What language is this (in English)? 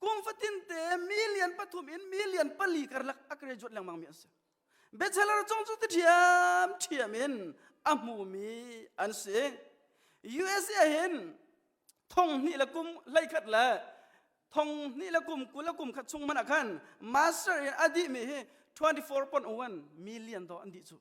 Hakha Chin